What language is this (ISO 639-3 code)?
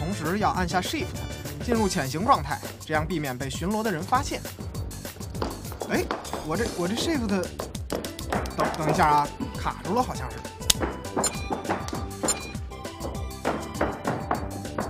zho